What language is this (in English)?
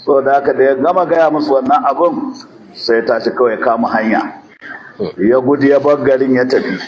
Hausa